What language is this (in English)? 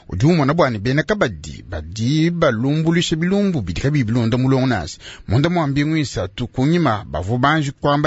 Luba-Lulua